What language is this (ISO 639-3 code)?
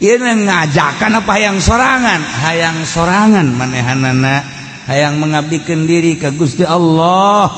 sun